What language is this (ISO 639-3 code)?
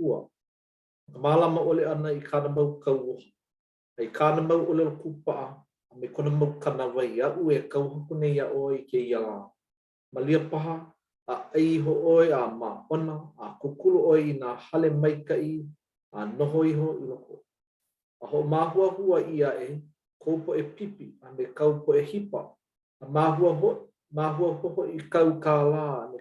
haw